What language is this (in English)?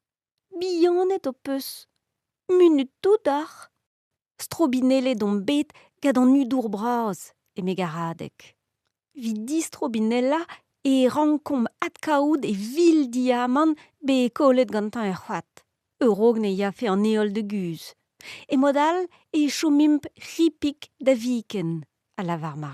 Breton